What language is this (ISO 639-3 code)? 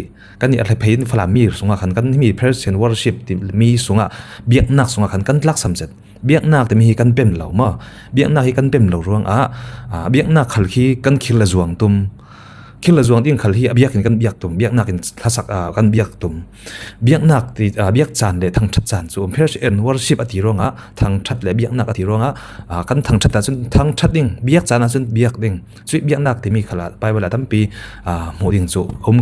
cfm